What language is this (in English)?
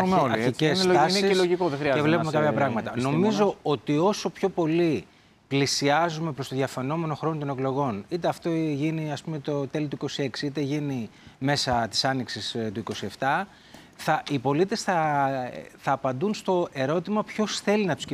Greek